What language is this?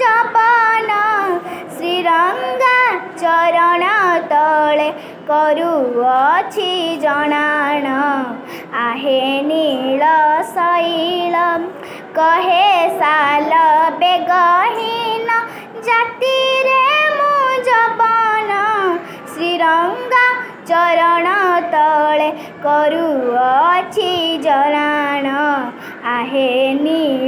Odia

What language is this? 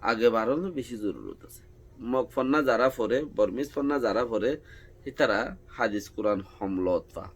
Rohingya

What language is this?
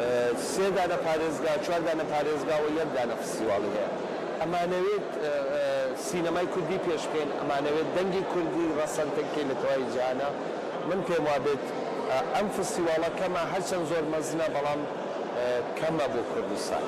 Central Kurdish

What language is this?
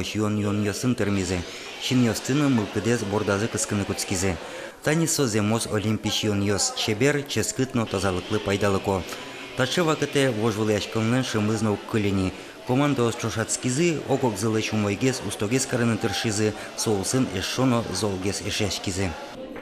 Udmurt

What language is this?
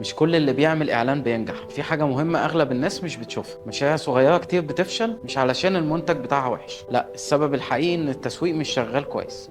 Egyptian Arabic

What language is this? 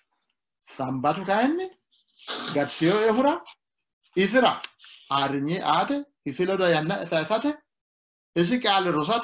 Sidamo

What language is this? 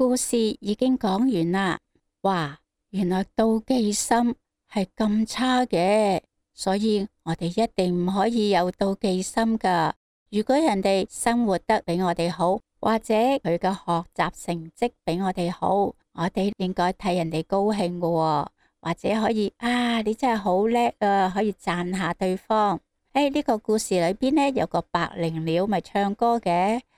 Cantonese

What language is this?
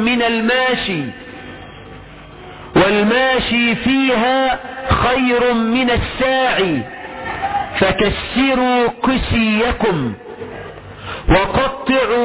Arabic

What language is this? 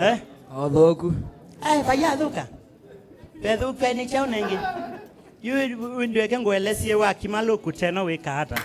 Kamba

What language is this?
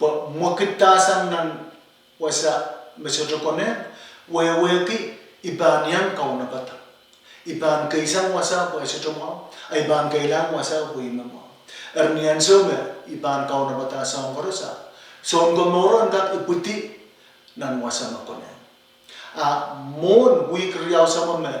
Pohnpeian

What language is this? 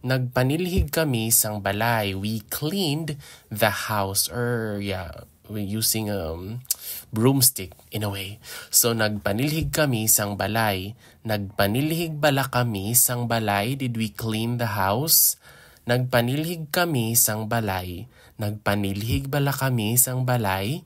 Hiligaynon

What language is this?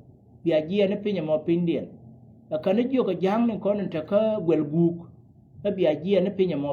Nuer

